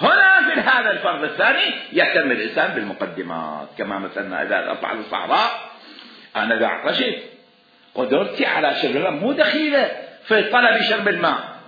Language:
Mesopotamian Arabic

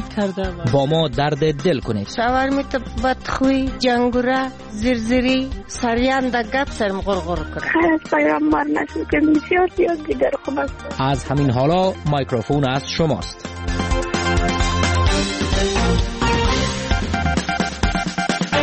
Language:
Persian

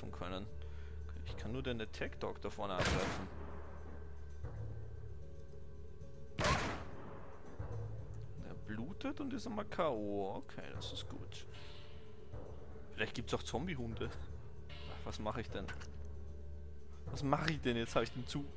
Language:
German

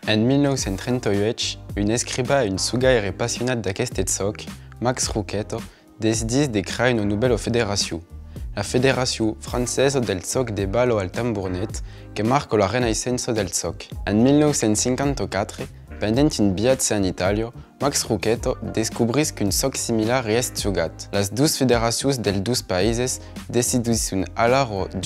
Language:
Occitan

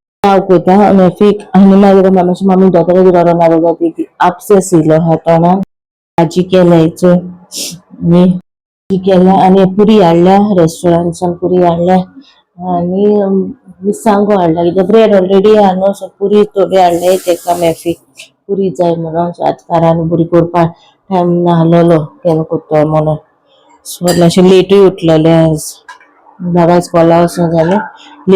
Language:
Konkani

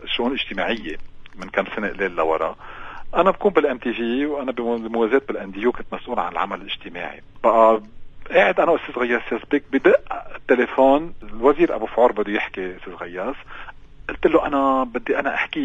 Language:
North Levantine Arabic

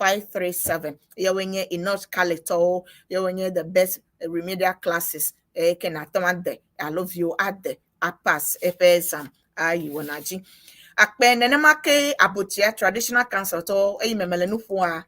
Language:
Ewe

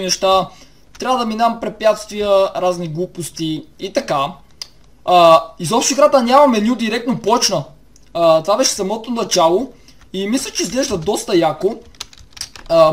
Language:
Bulgarian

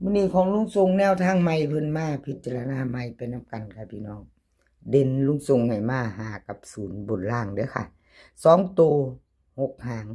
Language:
Northeastern Thai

